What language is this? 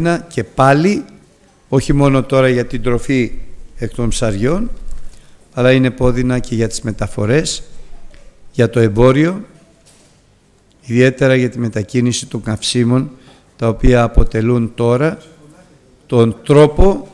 Greek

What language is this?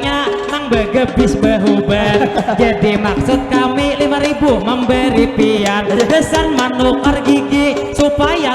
Banjar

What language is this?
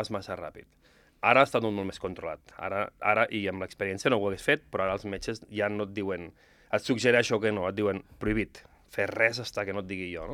Catalan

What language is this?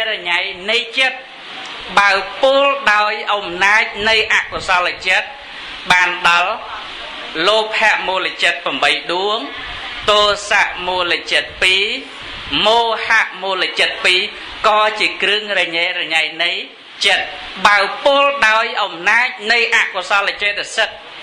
Khmer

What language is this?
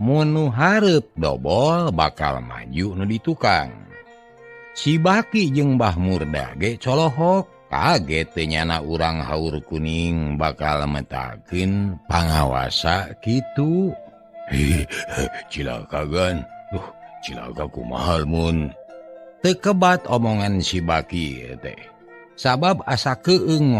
Sundanese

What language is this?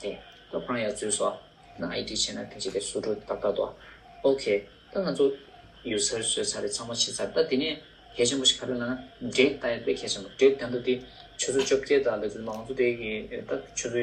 Tibetan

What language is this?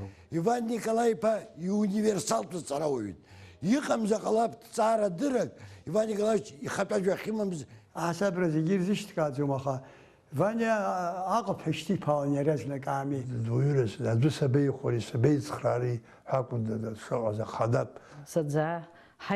Abkhazian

